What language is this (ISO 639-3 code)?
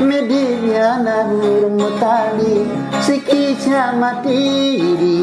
min